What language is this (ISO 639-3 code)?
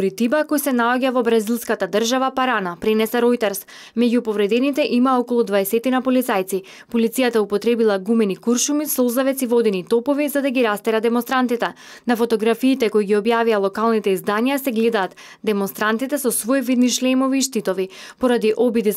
mkd